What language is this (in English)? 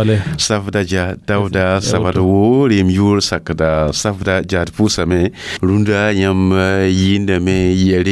Mossi